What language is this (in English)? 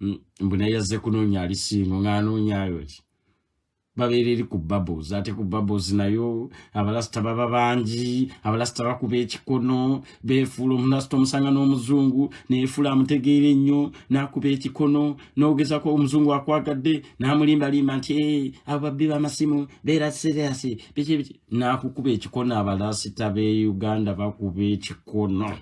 Ganda